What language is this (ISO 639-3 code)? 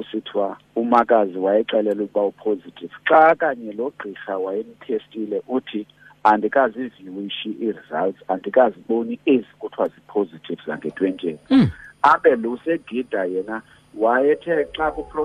xho